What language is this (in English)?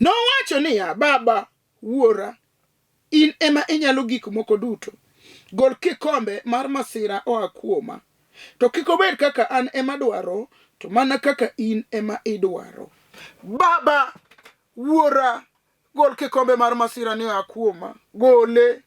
Luo (Kenya and Tanzania)